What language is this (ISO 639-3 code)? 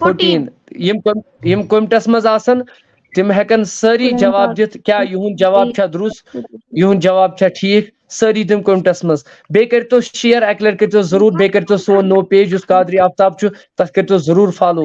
kas